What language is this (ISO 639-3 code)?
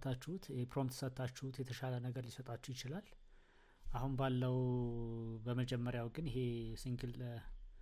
amh